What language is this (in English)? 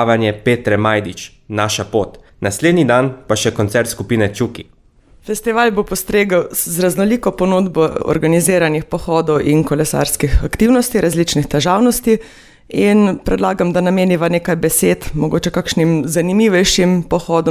Slovenian